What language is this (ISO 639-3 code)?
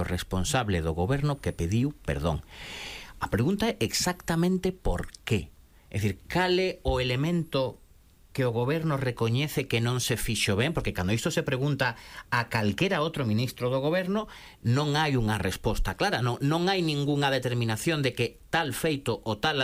glg